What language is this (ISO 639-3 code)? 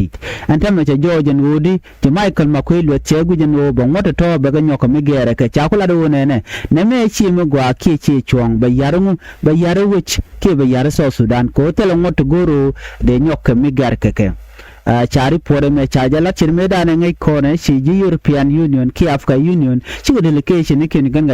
nus